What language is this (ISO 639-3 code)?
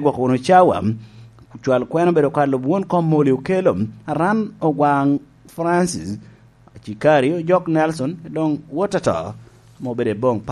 laj